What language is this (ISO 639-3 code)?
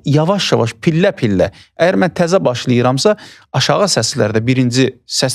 aze